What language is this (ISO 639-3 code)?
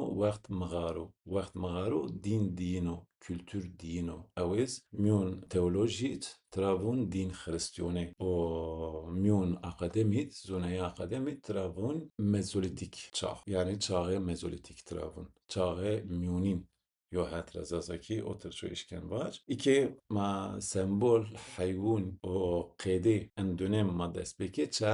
zza